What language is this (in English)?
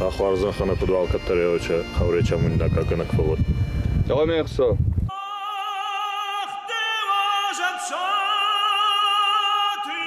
Ossetic